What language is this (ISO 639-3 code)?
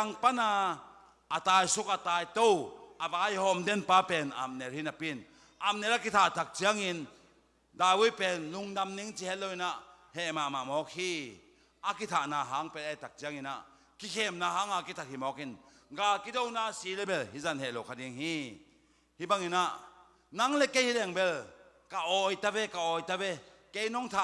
ctd